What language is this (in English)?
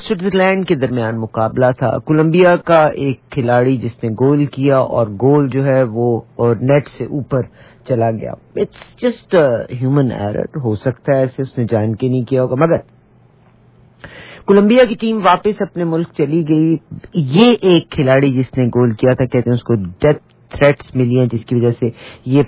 Urdu